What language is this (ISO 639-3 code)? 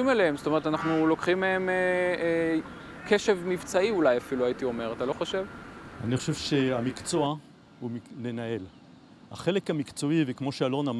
heb